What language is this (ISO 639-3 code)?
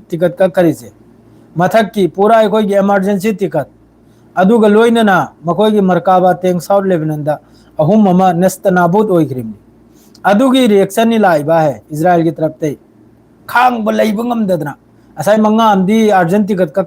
mni